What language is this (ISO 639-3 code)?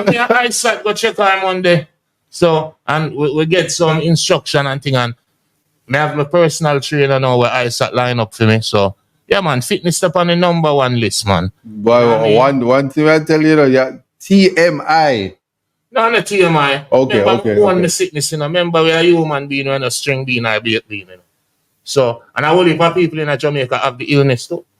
jam